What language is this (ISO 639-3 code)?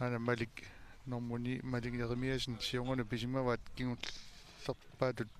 kal